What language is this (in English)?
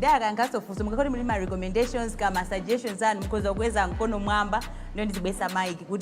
Nyanja